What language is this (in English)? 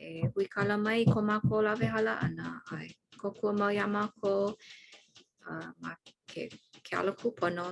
Hawaiian